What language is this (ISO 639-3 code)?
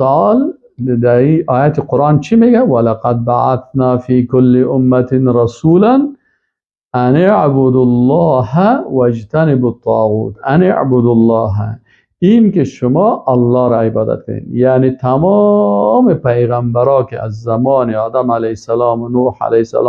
fas